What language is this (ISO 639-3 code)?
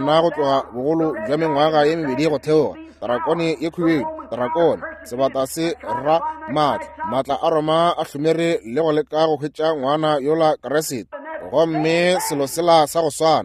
nso